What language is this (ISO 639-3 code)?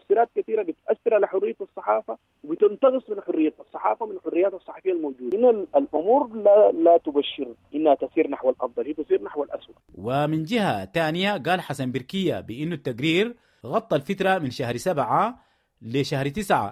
apd